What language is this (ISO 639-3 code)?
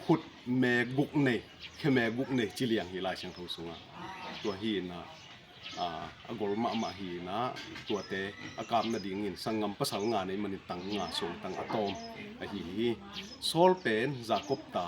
ctd